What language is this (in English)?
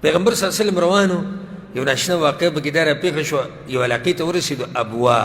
Pashto